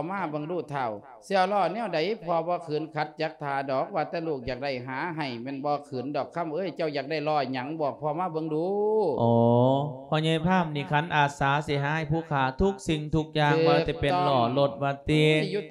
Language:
Lao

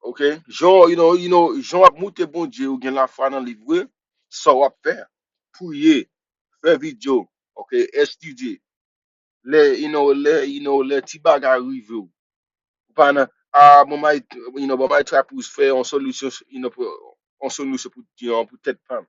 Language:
Haitian Creole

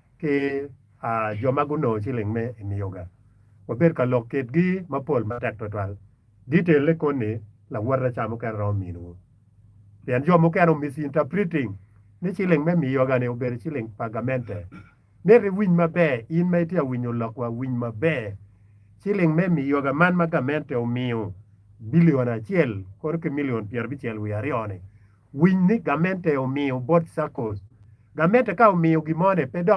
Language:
Acoli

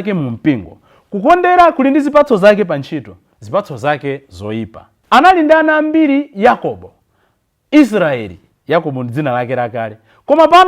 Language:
Nyanja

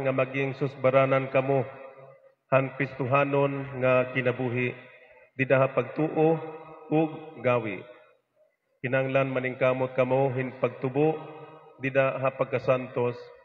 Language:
Waray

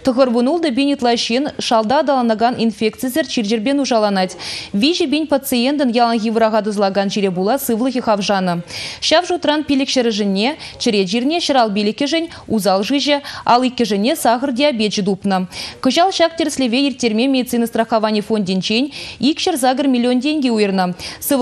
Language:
Chuvash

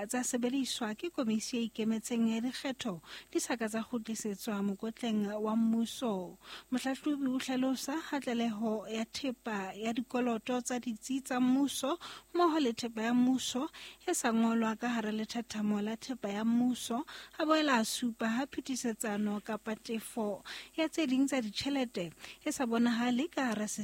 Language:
Southern Sotho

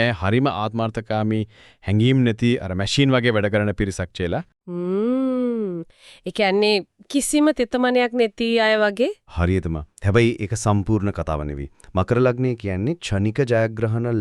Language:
Sinhala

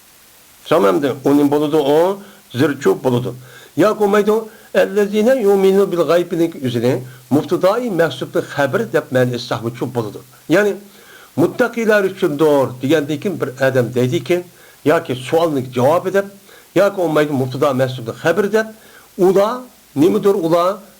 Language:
Uyghur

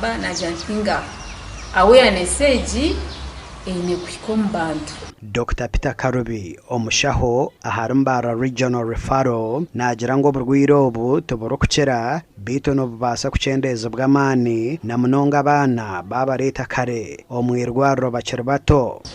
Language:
Nyankole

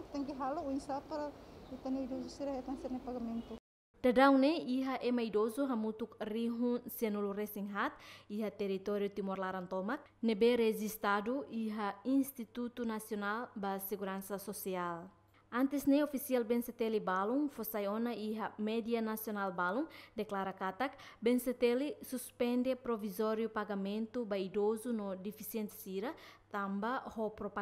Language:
Tetum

